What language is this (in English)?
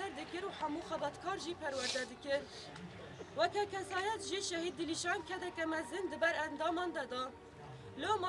Kurdish